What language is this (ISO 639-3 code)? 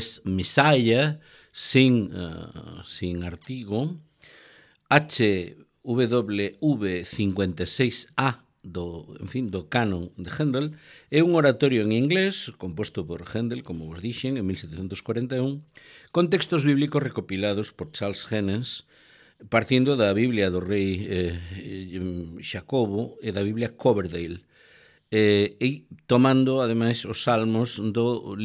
glg